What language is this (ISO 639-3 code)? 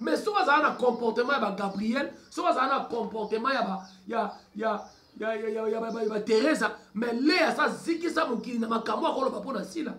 lin